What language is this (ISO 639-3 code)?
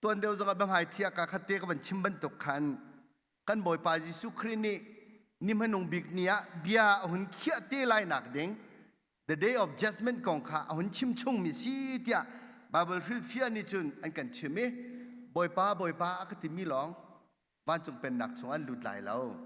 cnh